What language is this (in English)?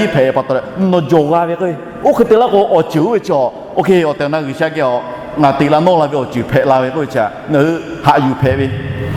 Lahu